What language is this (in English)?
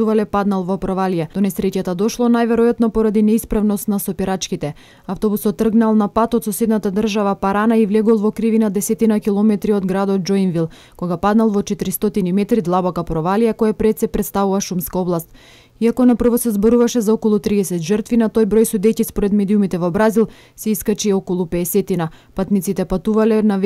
Macedonian